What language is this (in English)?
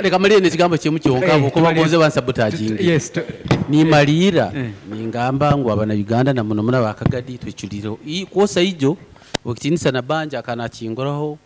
Nyankole